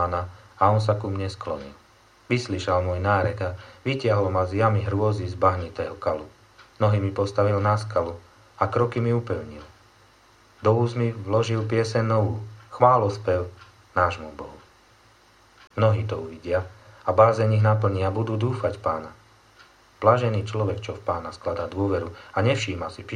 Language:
Slovak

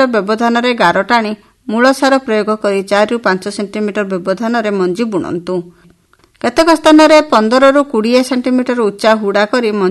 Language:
Odia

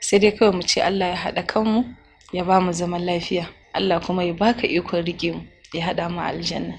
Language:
Hausa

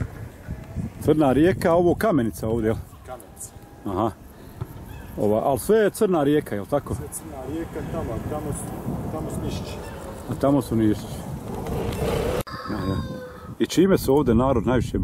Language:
Bosnian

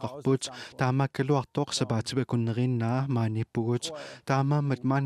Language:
Kalaallisut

